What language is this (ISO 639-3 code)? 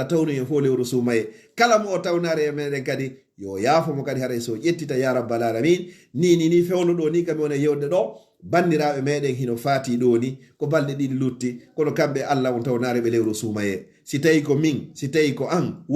ful